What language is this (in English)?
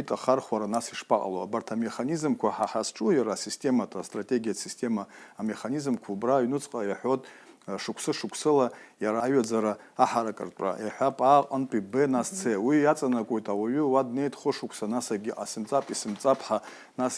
Abkhazian